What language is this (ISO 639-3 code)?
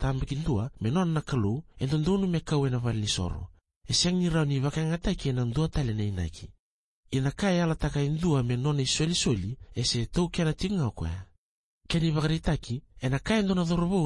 fij